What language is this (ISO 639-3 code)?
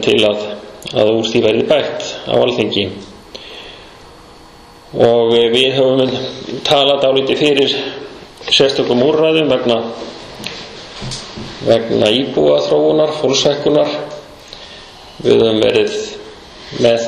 isl